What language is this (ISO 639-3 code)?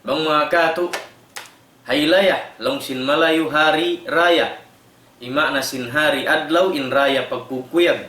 tsg